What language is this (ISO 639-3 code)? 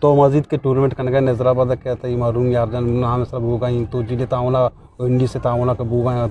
bgp